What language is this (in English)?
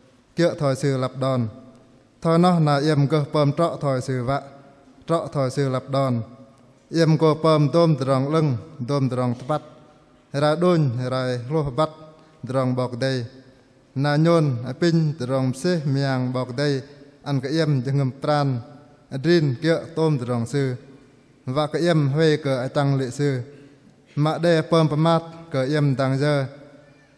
Bahnar